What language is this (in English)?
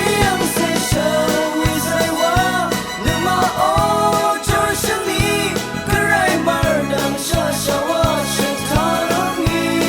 Rawang